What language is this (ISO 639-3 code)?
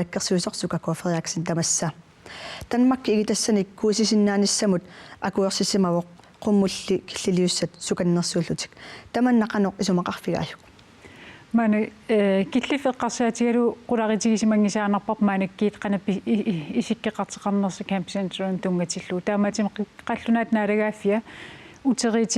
kal